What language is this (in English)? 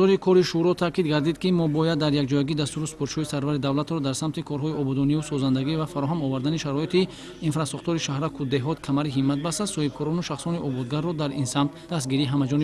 Tajik